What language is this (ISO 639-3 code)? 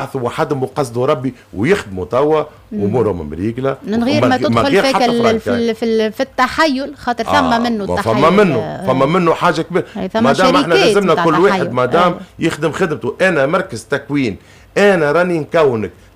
aeb